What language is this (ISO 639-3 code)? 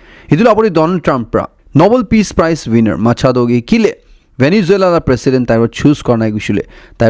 nag